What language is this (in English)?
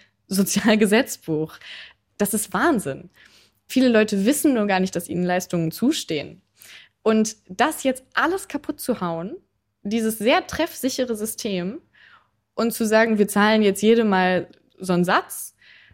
German